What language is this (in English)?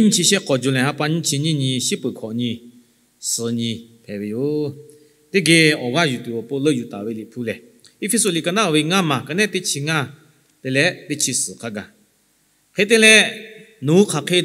Lahu